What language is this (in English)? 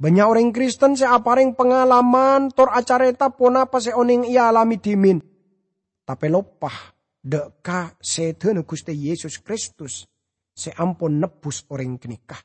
Madurese